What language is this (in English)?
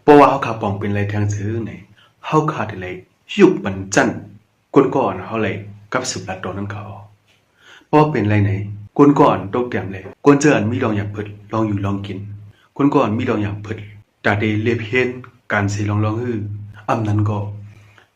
Shan